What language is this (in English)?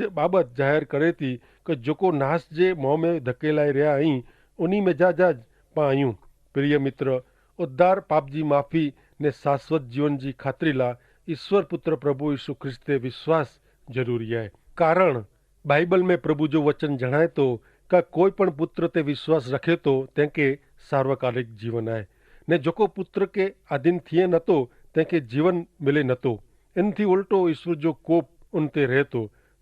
Kachhi